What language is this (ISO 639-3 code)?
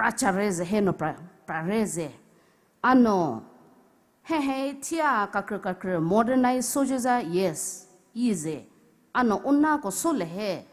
pmx